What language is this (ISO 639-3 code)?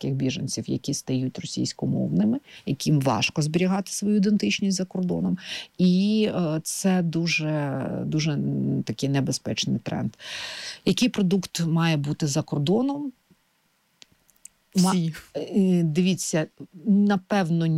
ukr